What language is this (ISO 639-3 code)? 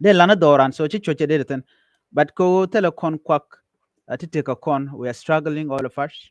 nus